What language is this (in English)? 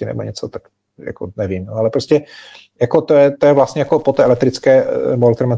Czech